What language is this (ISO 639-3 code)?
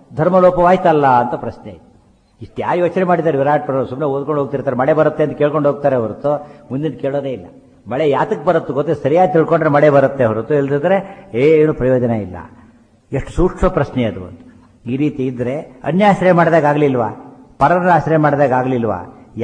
kan